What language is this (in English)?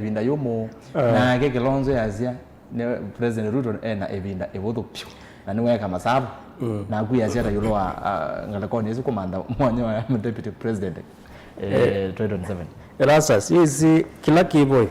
Kamba